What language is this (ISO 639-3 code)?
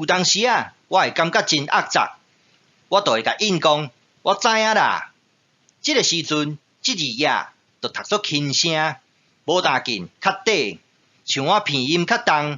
nan